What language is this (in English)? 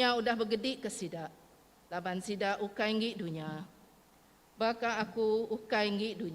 Iban